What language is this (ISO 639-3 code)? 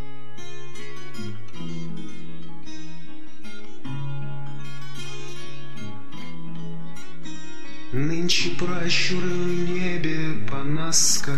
rus